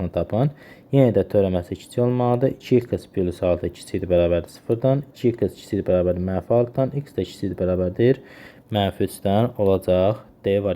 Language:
Azerbaijani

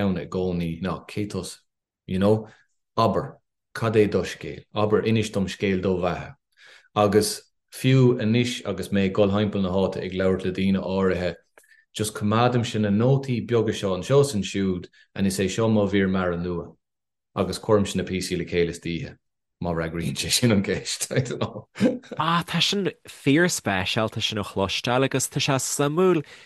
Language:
Irish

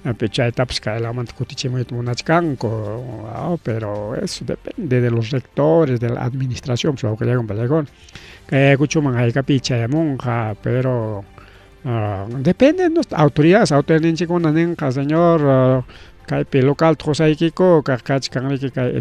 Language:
Ayacucho Quechua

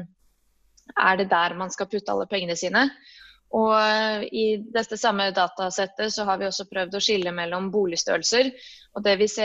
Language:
Norwegian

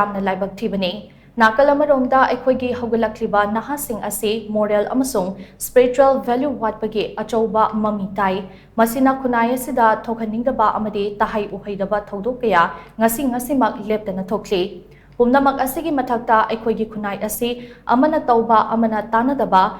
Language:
Manipuri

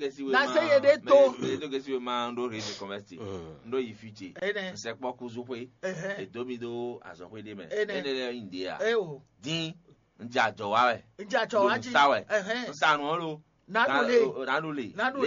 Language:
Fon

